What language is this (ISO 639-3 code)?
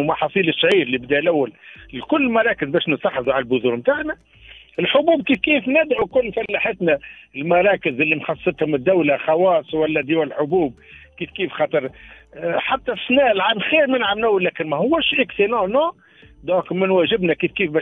aeb